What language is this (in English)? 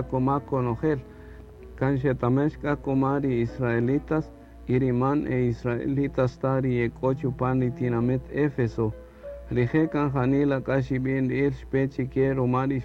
Kaqchikel